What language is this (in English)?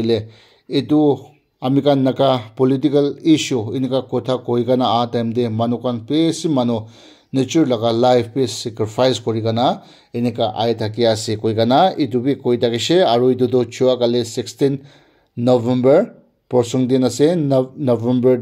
Naga Pidgin